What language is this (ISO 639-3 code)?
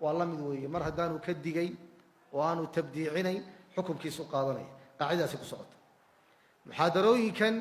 som